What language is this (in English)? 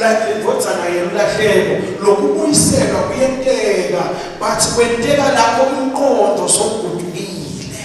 Zulu